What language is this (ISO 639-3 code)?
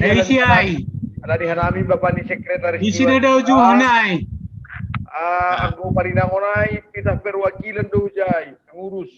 bts